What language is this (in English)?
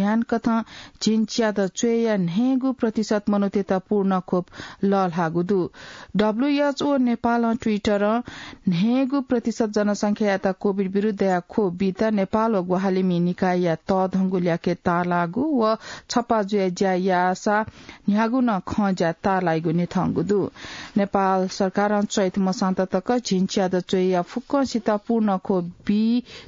Newari